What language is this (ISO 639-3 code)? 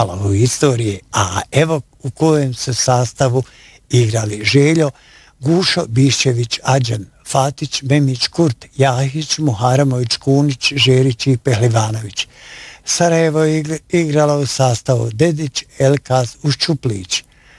bos